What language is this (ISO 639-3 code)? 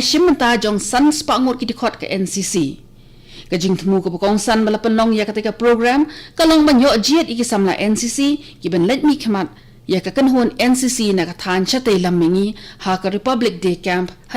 kha